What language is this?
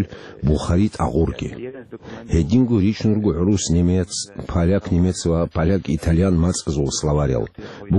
Avaric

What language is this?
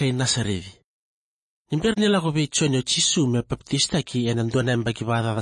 Fijian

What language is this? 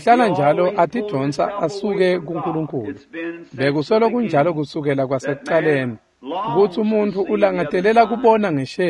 Swati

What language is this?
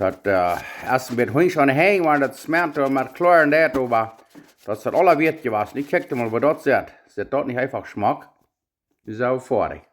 Plautdietsch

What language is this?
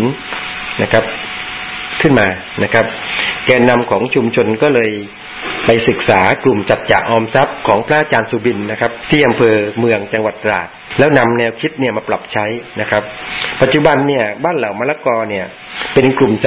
Thai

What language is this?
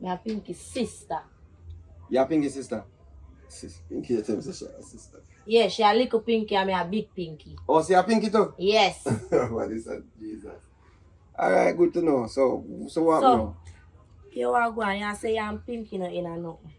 Jamaican Creole English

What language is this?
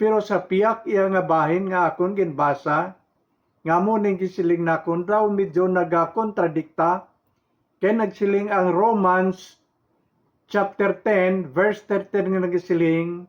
Hiligaynon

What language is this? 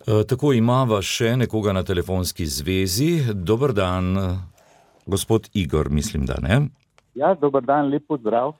Slovenian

